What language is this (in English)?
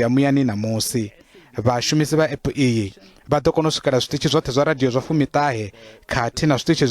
Venda